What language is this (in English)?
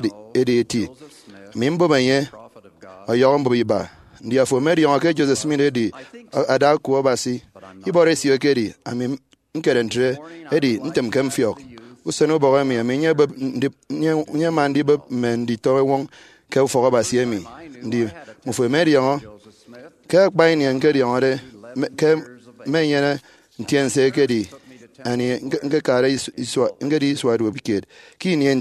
Efik